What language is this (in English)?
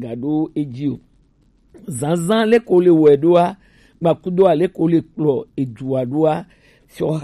Gen